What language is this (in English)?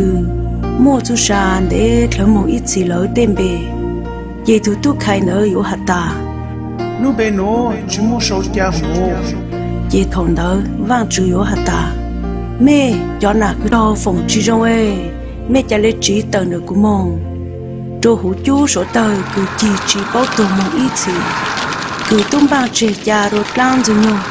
Hmong